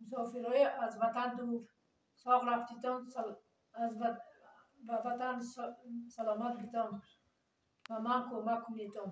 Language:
Tajik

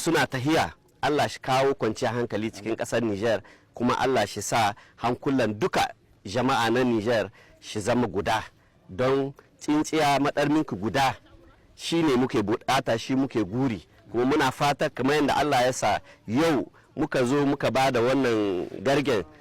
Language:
Hausa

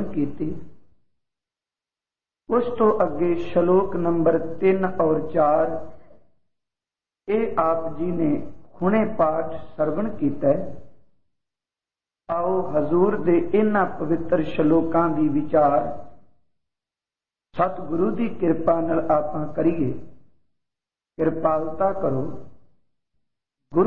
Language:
Punjabi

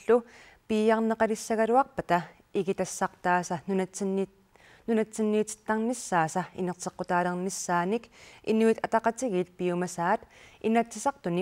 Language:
Kalaallisut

